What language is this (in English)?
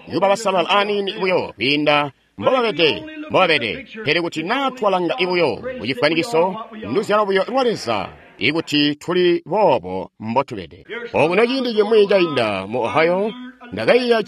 Tonga (Zambia)